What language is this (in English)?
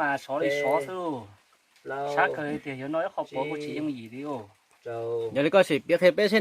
Hmong